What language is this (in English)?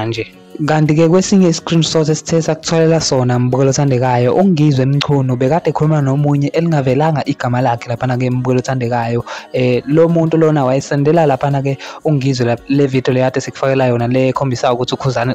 Zulu